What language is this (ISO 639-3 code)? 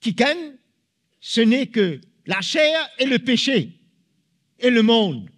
mfe